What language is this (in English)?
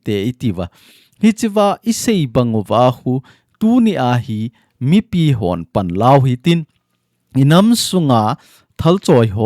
Thado Chin